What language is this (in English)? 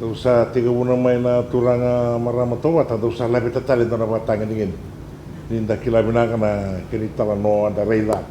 Fijian